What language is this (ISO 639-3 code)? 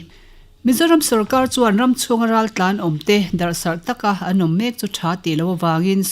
lus